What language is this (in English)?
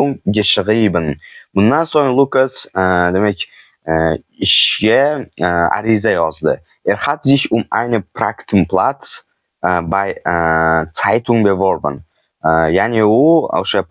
Uzbek